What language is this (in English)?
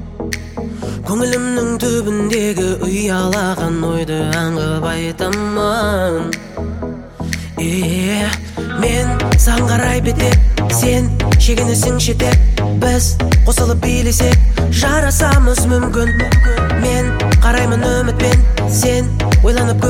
Kazakh